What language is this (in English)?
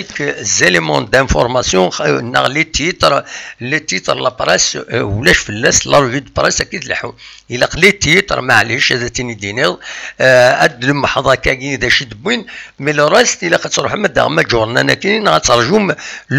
Kabyle